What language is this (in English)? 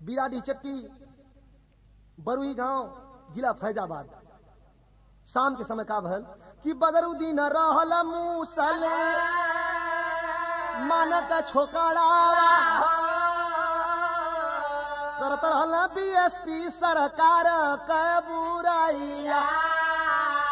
Bhojpuri